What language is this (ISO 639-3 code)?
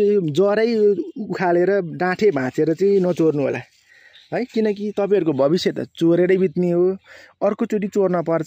nep